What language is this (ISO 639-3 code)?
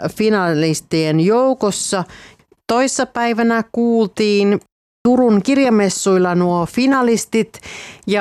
fin